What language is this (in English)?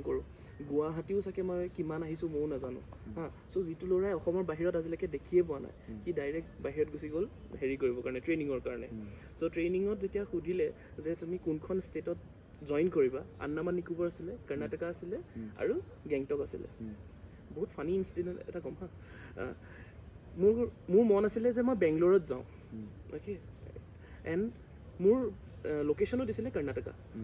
Assamese